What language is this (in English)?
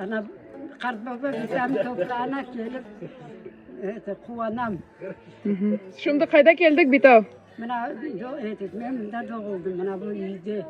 Crimean Tatar